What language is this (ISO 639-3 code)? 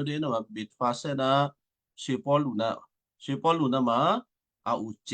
kyu